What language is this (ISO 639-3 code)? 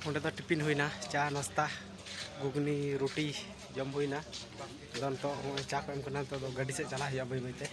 sat